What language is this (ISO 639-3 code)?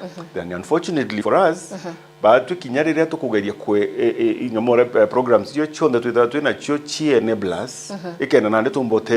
mer